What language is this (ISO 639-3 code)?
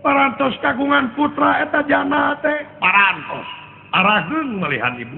sun